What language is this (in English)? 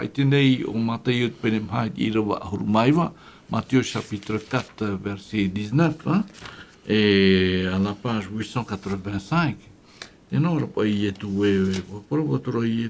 Tahitian